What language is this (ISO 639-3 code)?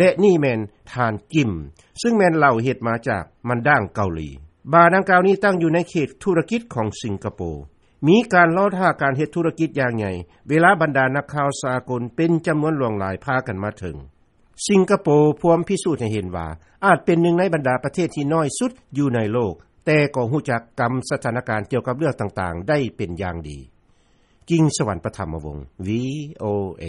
lao